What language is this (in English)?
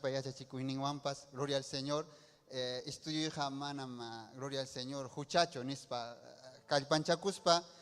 Ayacucho Quechua